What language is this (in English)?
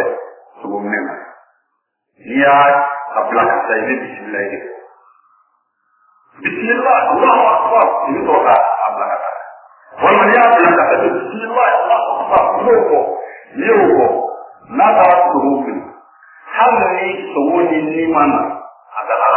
Bambara